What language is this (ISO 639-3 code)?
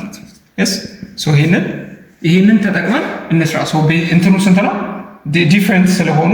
amh